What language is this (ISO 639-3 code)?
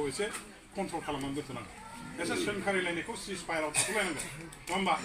brx